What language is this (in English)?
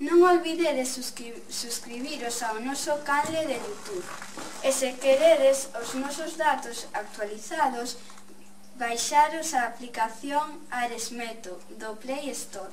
Galician